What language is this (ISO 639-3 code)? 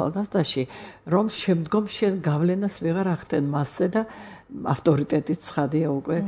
kat